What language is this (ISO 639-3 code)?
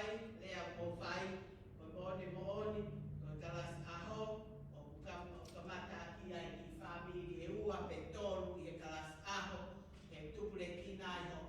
ton